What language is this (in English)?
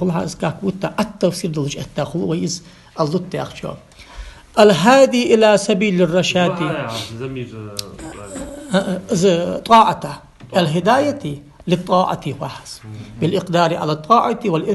Ingush